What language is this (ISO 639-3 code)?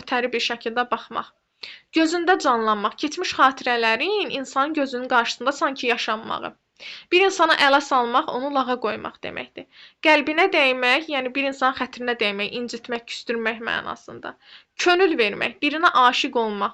aze